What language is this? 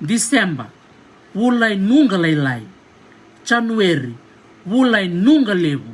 Fijian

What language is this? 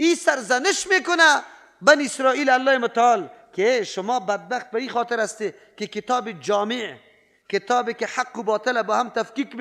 Persian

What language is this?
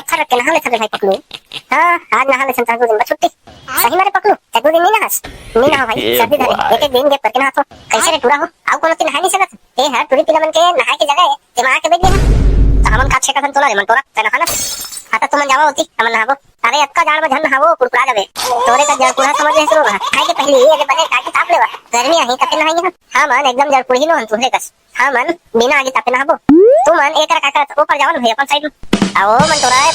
Chhattisgarhi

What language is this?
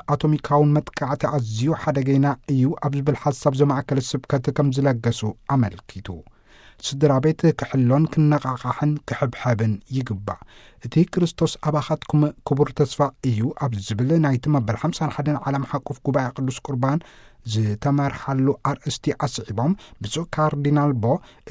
Tigrinya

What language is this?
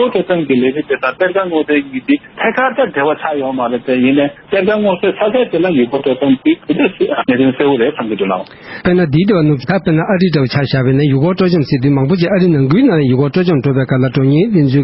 Tibetan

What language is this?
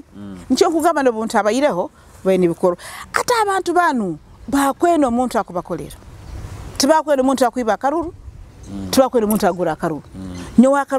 Nyoro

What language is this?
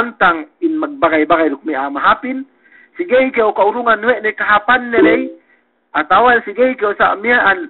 Yakan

